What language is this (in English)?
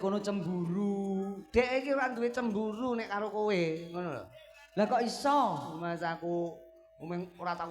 Javanese